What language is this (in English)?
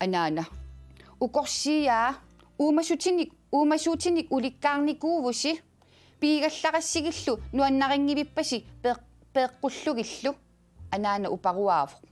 Kalaallisut